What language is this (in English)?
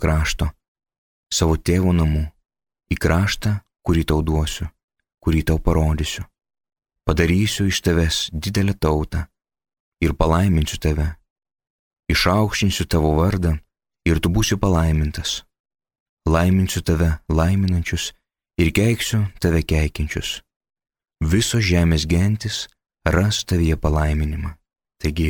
Lithuanian